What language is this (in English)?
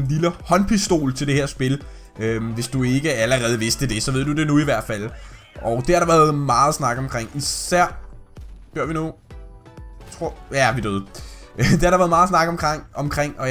Danish